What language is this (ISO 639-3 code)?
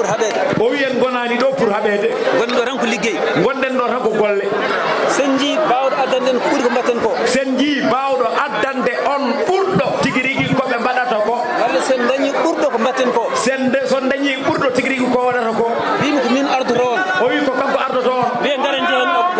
ful